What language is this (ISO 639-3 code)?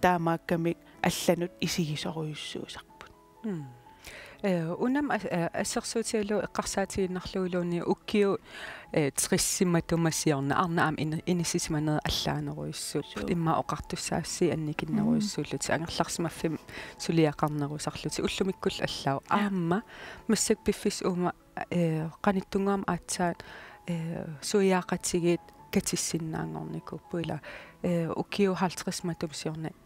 kal